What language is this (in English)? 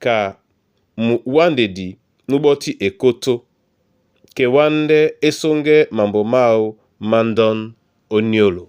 Duala